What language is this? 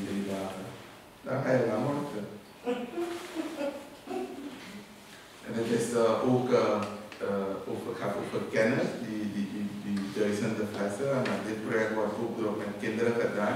Dutch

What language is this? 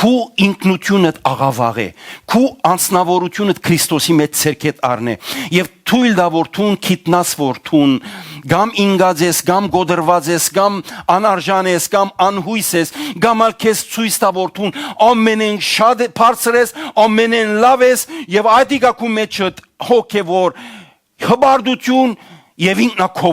Western Armenian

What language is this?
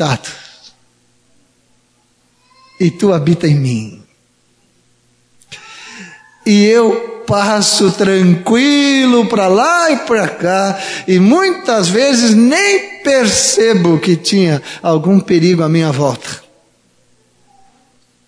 Portuguese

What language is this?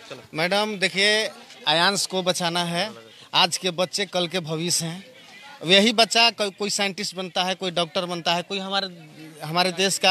Hindi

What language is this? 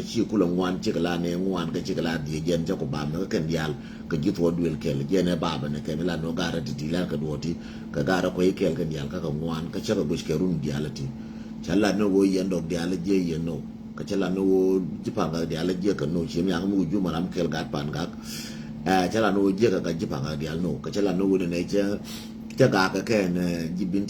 Nuer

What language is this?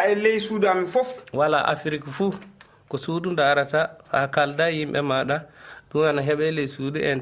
Fula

